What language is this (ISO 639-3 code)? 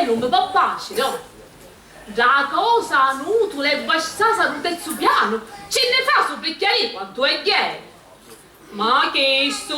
scn